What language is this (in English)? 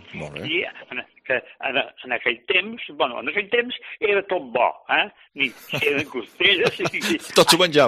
Catalan